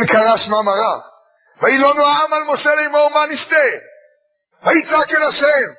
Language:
Hebrew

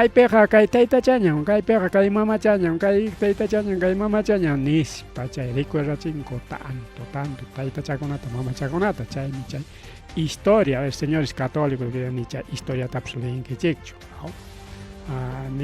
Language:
Ayacucho Quechua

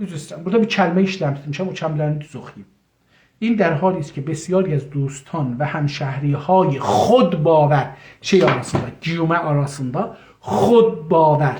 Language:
South Azerbaijani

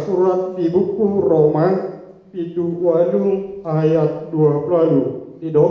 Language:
Batak Toba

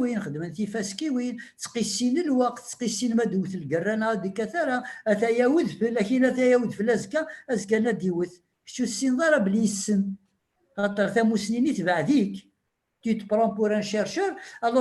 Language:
Kabyle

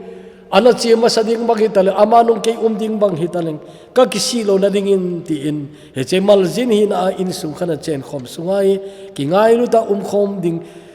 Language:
Thado Chin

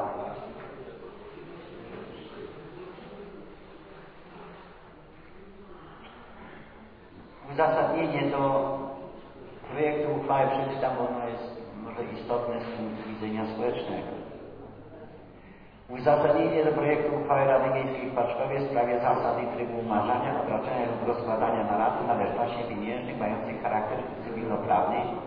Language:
Polish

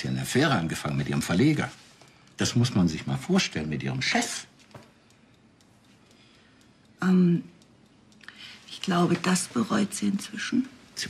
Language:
German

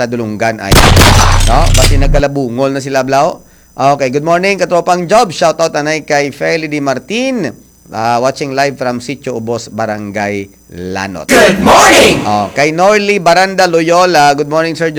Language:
Hiligaynon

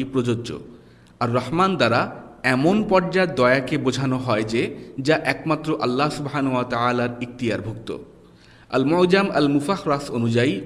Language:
Bangla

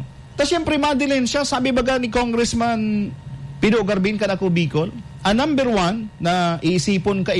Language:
Bikol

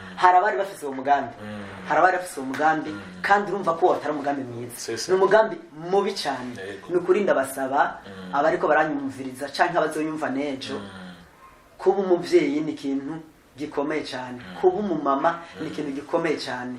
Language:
Rundi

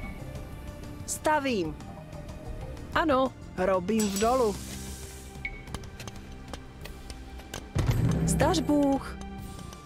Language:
Czech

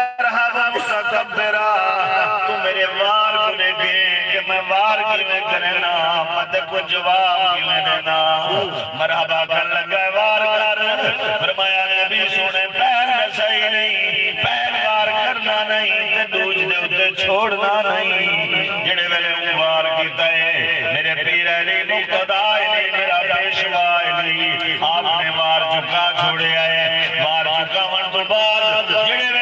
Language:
Saraiki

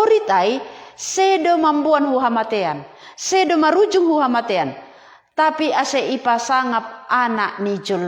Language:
Batak Simalungun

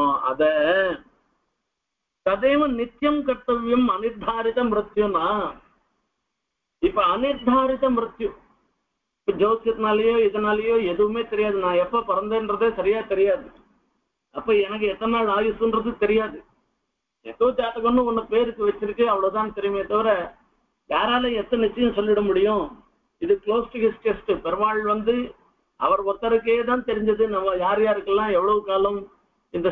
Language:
Tamil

